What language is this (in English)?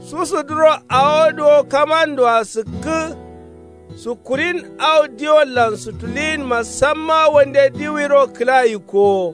Kanuri